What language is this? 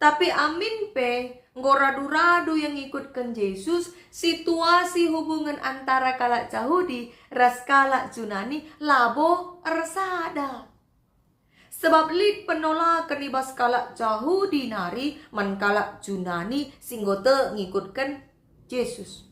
Batak Karo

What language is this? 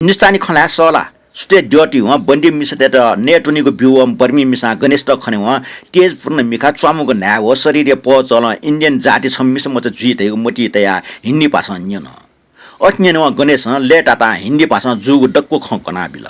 Newari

